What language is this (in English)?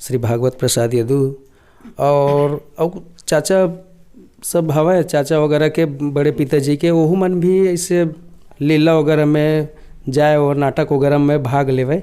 Chhattisgarhi